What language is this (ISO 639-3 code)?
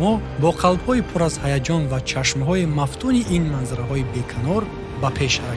tgk